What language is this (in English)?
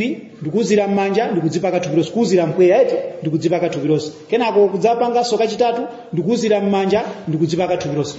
Nyanja